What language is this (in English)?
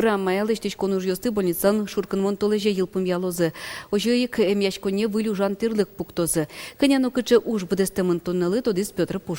Udmurt